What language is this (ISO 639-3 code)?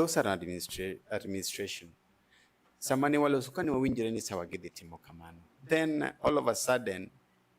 luo